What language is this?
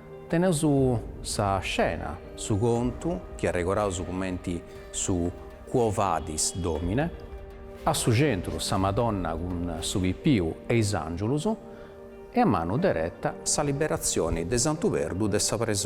Sardinian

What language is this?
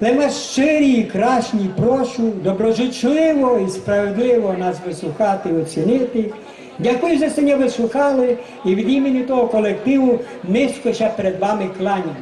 Rusyn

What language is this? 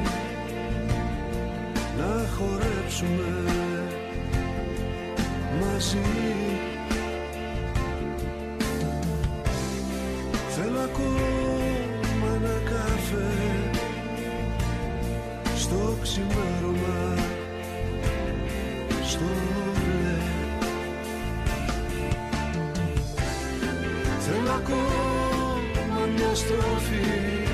Greek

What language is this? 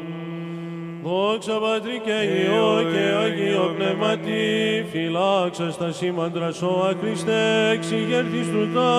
Greek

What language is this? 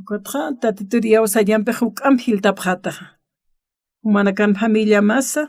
Aymara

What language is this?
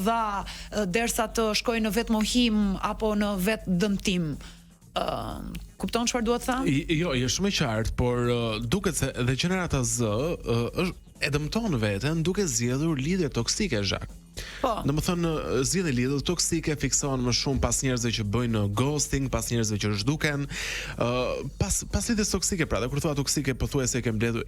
Albanian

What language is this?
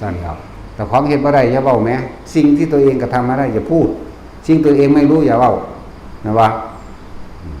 Northeastern Thai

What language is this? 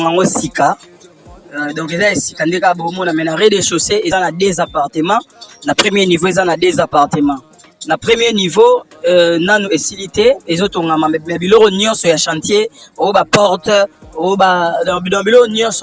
Lingala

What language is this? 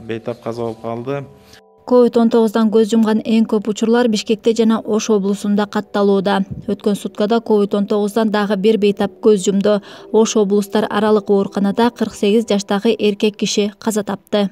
Kyrgyz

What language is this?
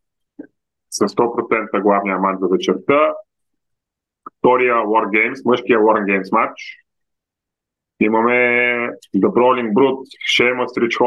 Bulgarian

